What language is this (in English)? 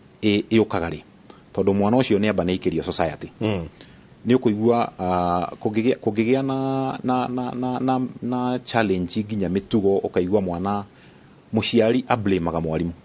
Kikuyu